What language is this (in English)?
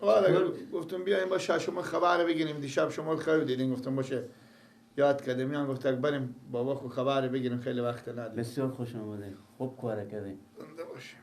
Persian